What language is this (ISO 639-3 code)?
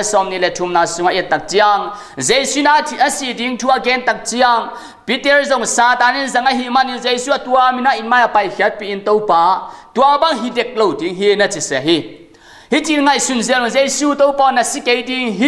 ctd